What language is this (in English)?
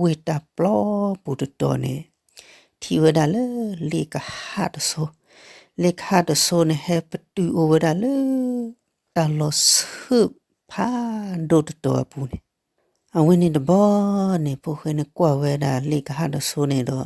S'gaw Karen